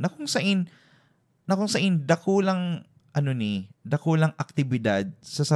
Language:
Bikol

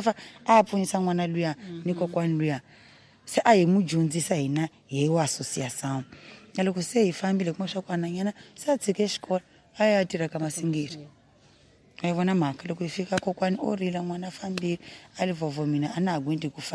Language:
Tsonga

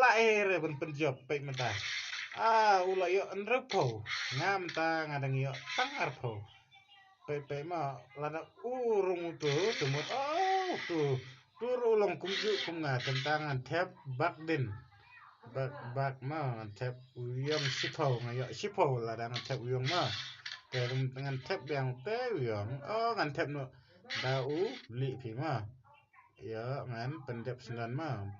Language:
Khasi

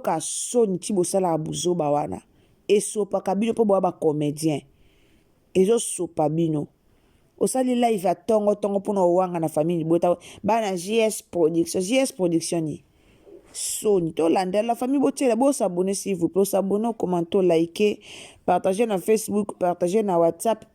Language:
Lingala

